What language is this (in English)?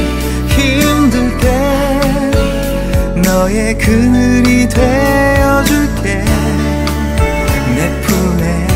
Korean